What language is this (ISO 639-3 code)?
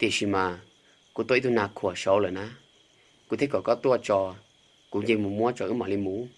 hmn